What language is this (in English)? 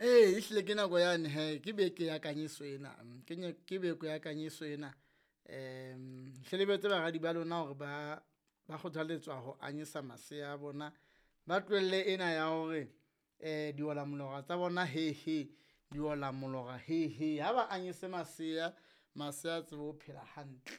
Southern Sotho